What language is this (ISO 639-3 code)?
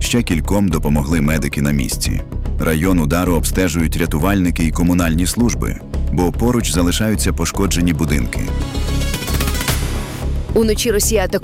ukr